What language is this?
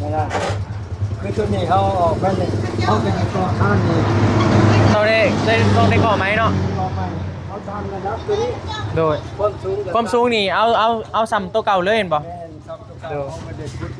Northeastern Thai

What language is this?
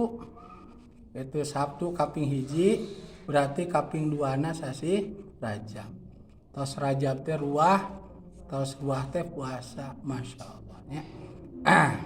Sundanese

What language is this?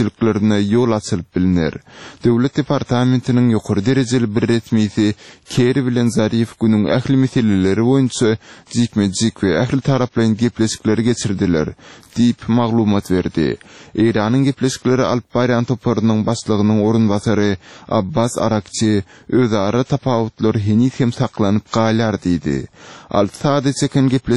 Turkmen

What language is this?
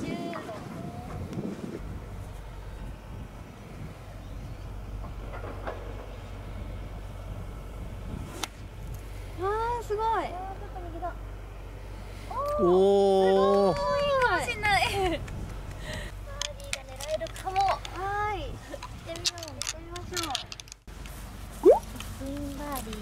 Japanese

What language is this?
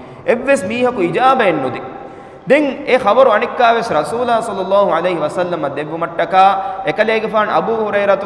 Divehi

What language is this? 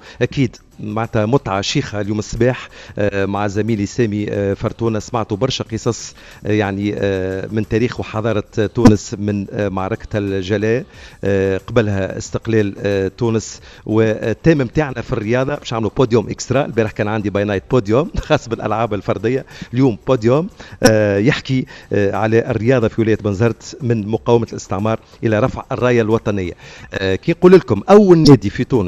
Tunisian Arabic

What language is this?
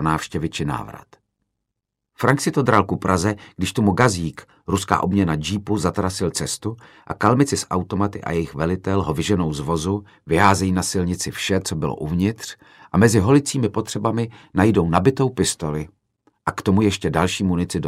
Czech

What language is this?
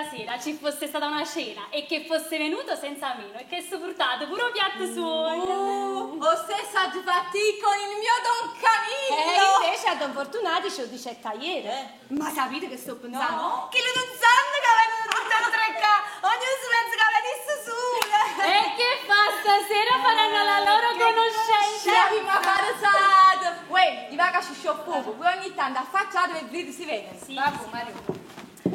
Neapolitan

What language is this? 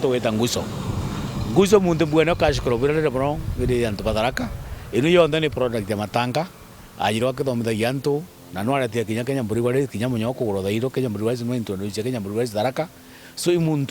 Meru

